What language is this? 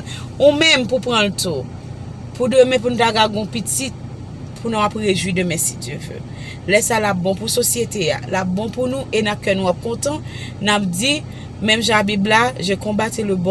Haitian Creole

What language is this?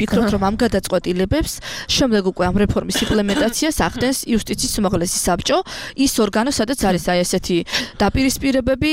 Georgian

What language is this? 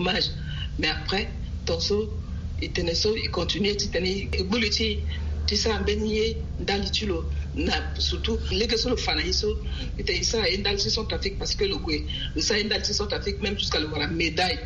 Sango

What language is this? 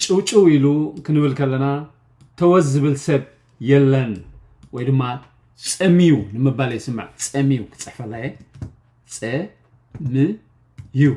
Tigrinya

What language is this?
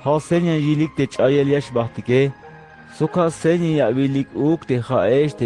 Tzeltal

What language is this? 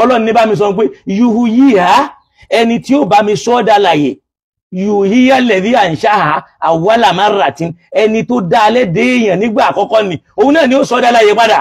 Yoruba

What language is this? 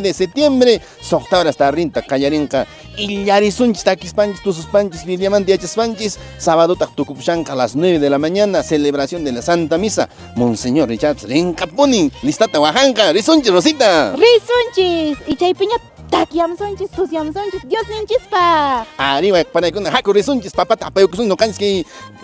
Quechua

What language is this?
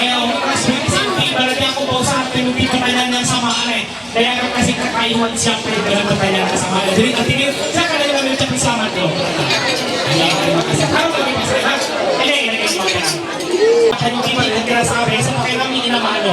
Ma'anyan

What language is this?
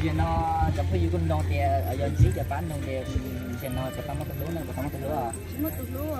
Hmong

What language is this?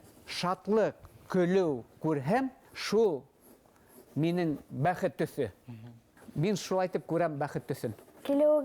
Bashkir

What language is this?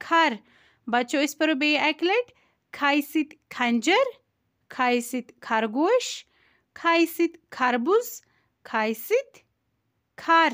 Kashmiri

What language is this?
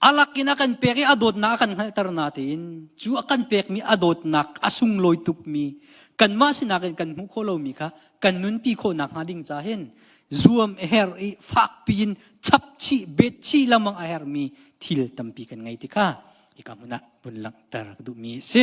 Hakha Chin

